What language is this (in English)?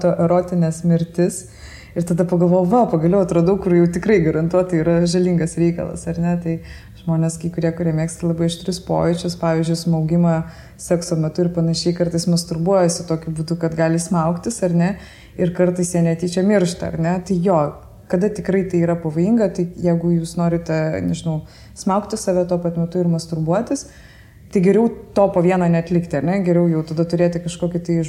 Lithuanian